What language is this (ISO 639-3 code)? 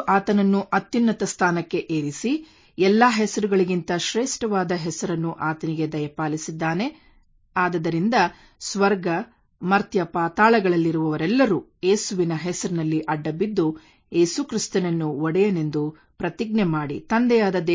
kan